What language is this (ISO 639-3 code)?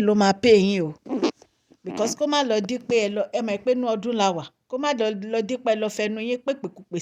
yor